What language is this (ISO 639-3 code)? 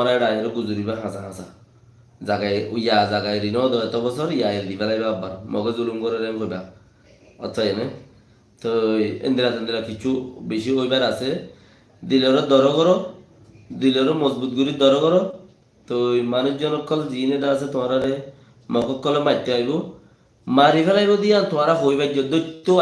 rhg